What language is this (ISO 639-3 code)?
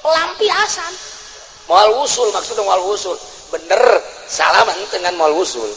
sun